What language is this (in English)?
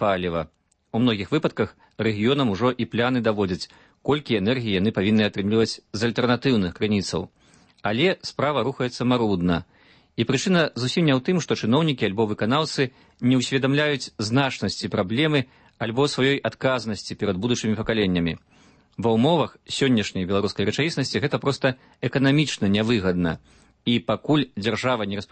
Belarusian